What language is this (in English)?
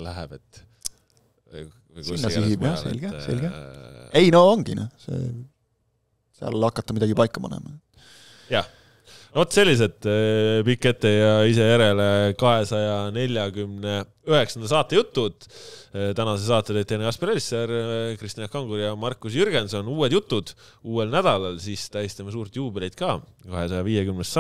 Estonian